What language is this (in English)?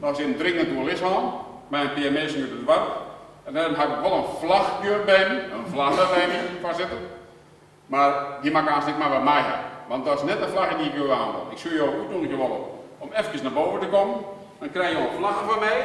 Western Frisian